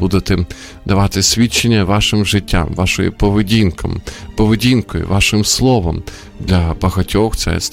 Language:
Ukrainian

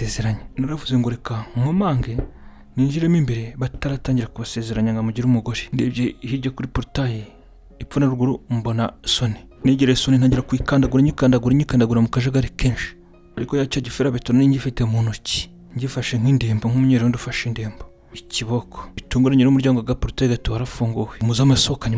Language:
Kinyarwanda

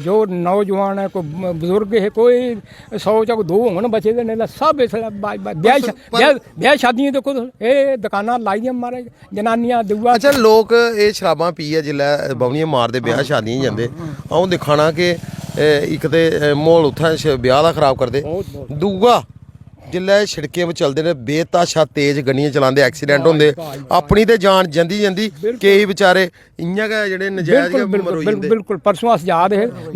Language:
Dogri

